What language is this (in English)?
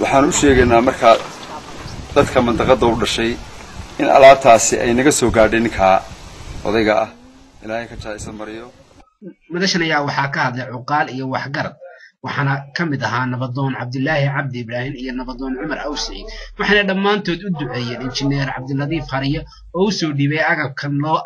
Somali